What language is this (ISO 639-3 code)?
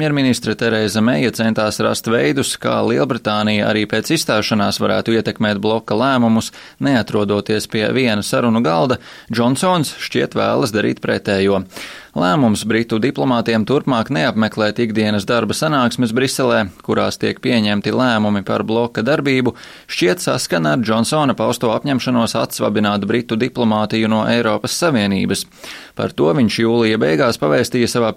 lav